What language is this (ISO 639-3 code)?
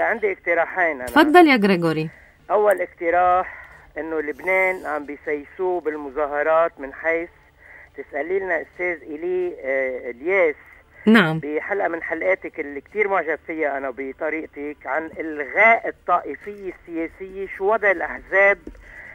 apc